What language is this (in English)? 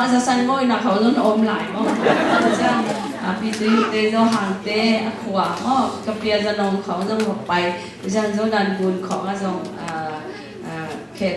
Tedim Chin